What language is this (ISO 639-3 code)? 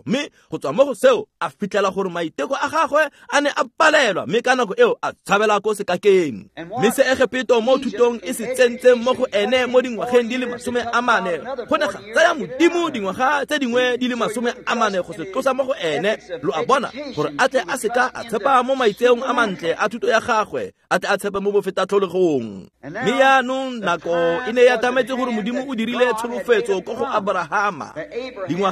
tsn